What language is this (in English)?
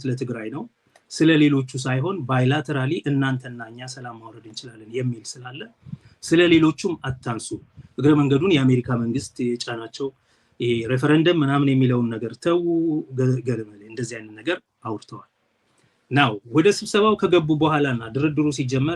Amharic